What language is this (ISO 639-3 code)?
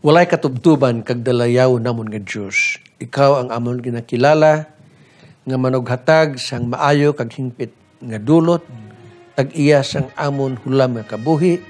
hil